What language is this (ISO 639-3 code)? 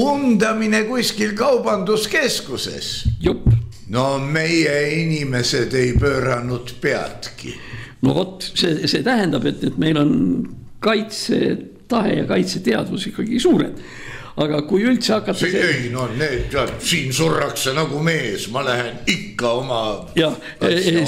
est